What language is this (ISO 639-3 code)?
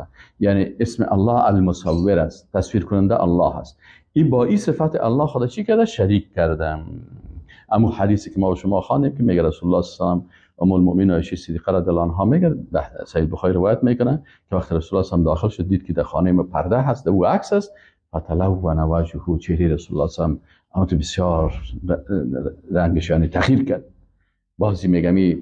fas